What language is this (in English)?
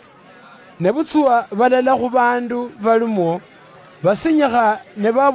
Luyia